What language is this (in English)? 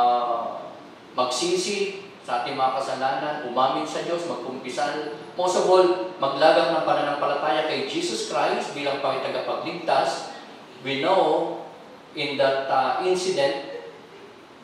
Filipino